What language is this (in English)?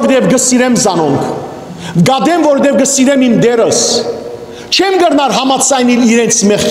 Western Armenian